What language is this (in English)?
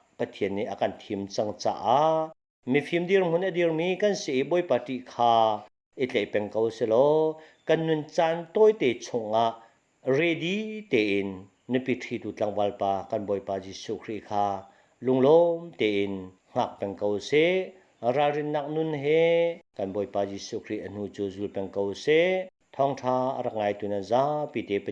Hakha Chin